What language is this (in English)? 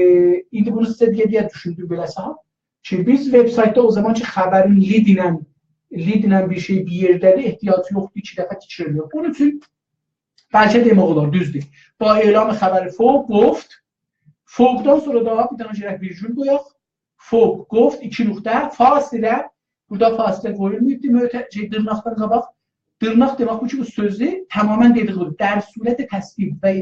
South Azerbaijani